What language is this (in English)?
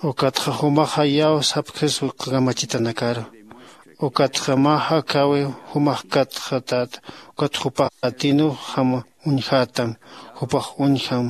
Aymara